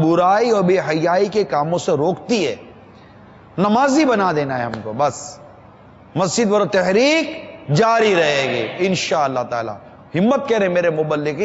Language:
Urdu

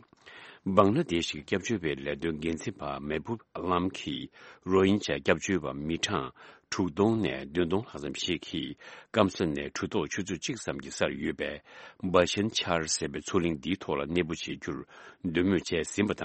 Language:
Tibetan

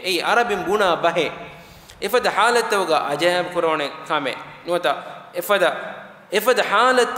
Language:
Divehi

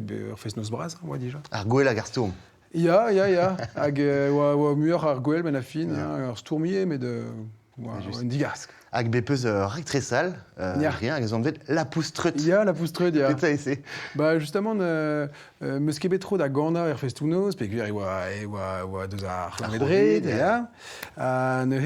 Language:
Breton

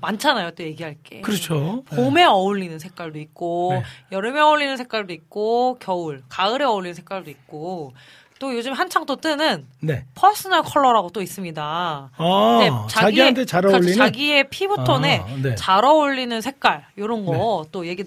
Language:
Korean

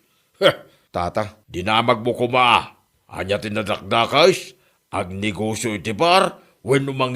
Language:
Iloko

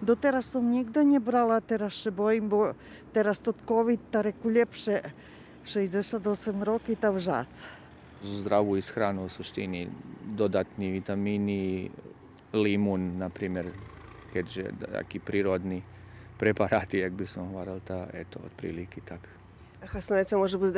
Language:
Rusyn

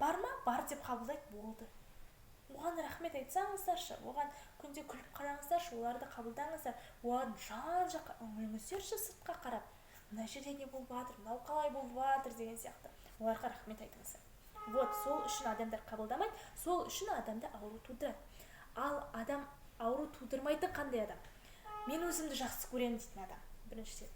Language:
Kazakh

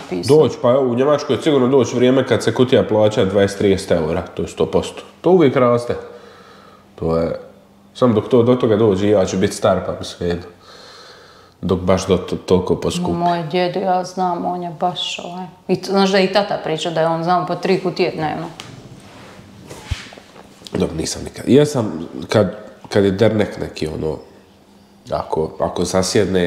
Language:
Croatian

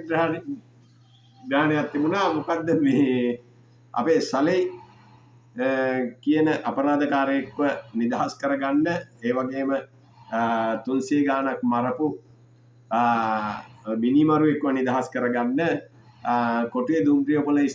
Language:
Sinhala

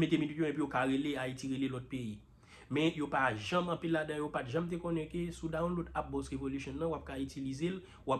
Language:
Haitian Creole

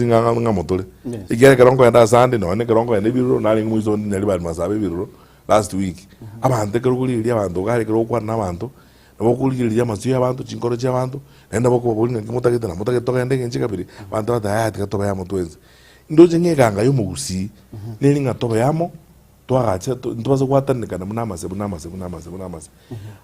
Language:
Gusii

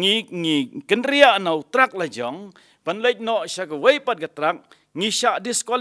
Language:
Khasi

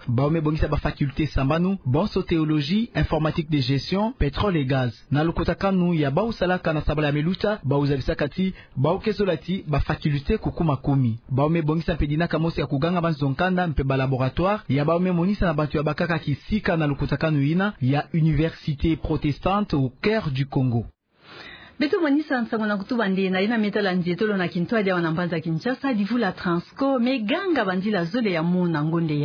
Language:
Kituba (Democratic Republic of Congo)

